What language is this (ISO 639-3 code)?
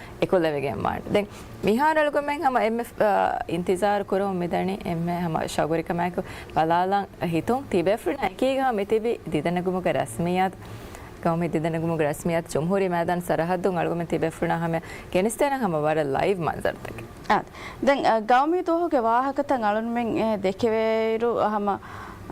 div